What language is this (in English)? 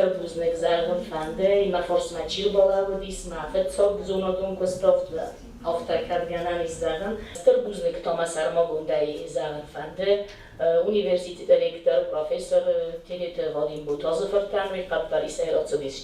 Ossetic